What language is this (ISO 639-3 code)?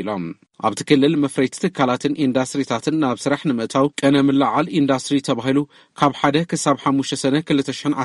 tir